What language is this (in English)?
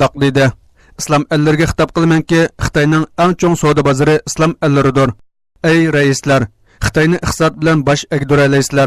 Uyghur